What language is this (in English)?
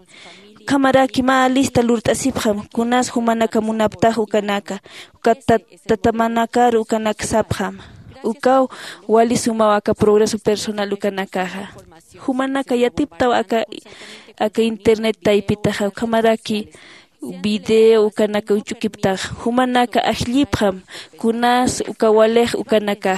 Aymara